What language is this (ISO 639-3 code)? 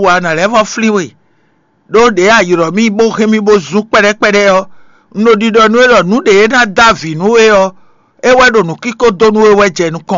fon